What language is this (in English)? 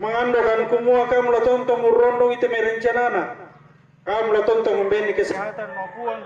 Toraja-Sa'dan